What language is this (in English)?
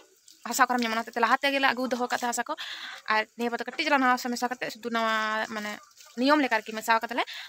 Santali